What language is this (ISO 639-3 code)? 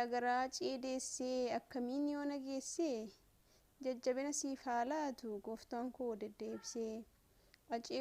orm